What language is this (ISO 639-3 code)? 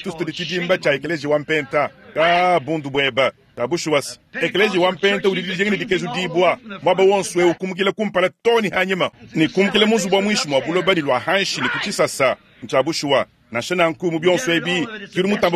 lua